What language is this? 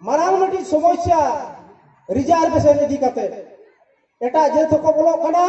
Santali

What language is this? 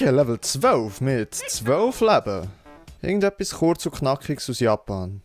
Swiss German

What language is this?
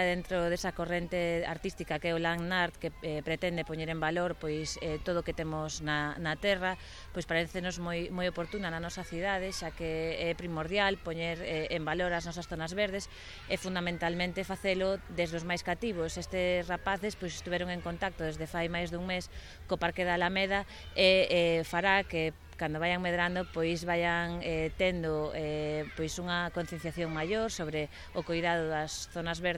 Galician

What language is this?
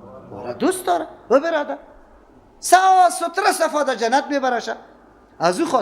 Persian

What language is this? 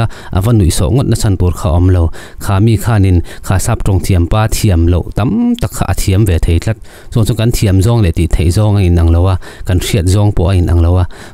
Mizo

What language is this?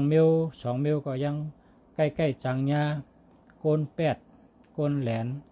Shan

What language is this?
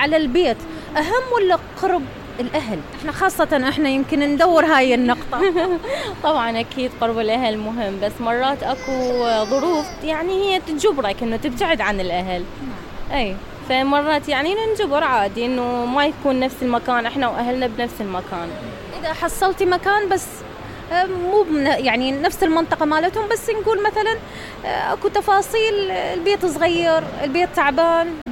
Mesopotamian Arabic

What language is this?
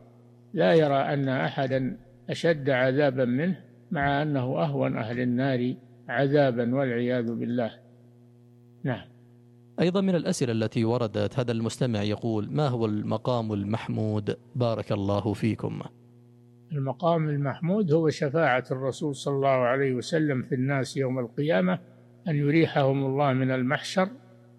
Arabic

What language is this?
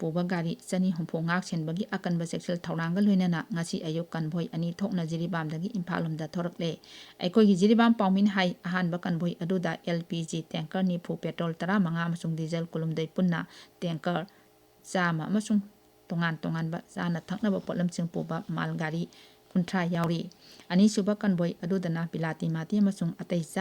Manipuri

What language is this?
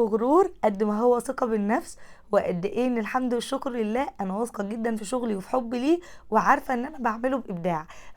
Egyptian Arabic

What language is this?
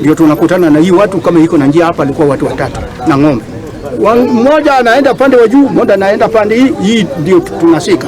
Gusii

